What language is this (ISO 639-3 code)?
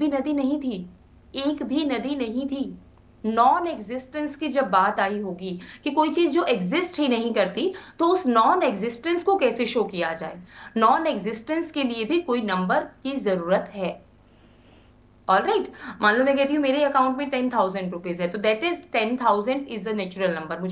hin